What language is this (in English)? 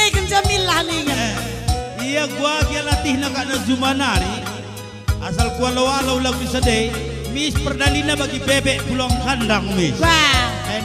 Batak Karo